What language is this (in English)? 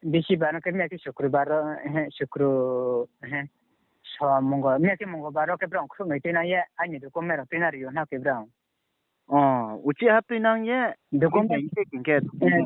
Riang (India)